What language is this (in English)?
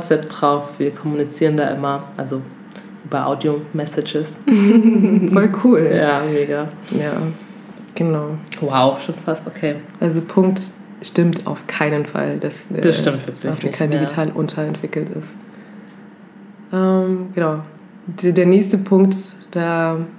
German